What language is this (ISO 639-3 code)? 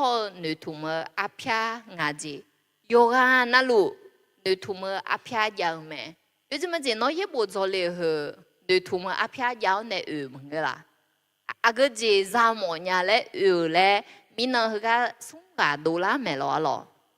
ahk